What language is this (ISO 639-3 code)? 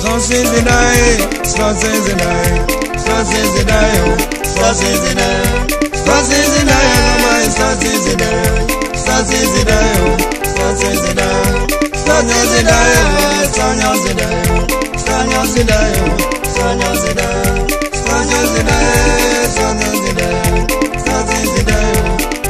kdh